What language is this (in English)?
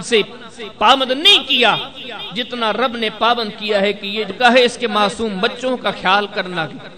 Urdu